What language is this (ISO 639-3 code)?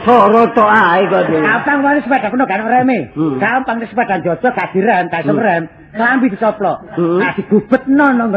jav